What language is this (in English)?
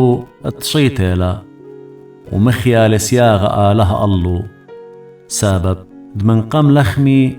Assyrian Neo-Aramaic